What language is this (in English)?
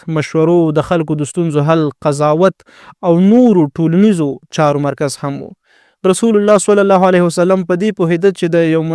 Pashto